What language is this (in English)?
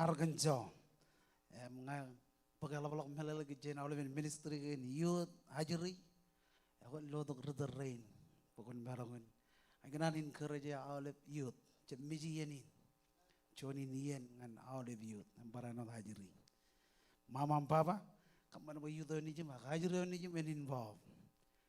Marshallese